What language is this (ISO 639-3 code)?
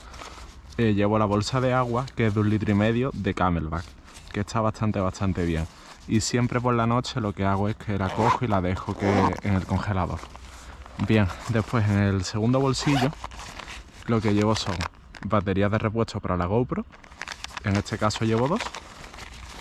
spa